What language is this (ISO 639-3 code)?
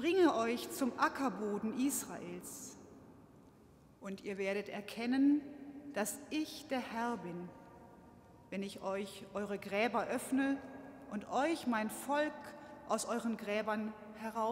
deu